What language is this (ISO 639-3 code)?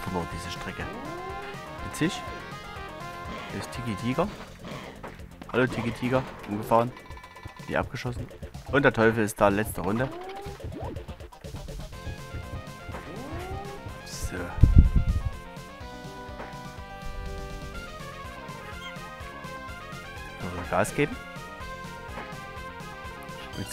deu